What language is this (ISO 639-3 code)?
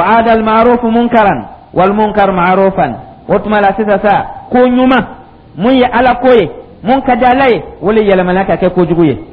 dyu